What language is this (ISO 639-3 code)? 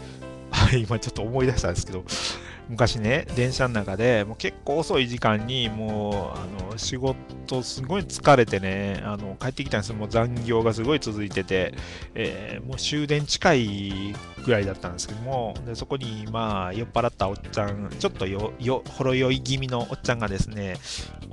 jpn